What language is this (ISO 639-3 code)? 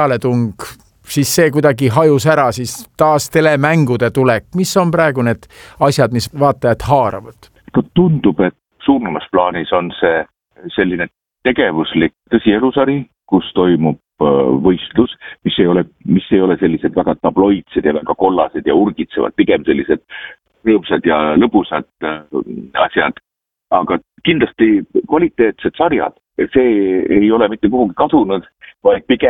est